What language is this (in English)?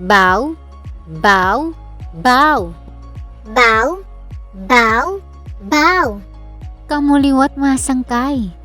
Waray